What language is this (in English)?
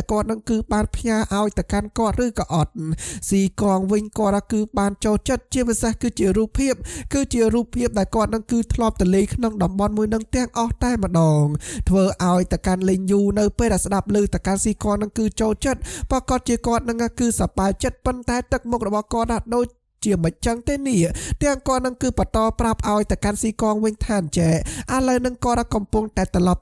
Khmer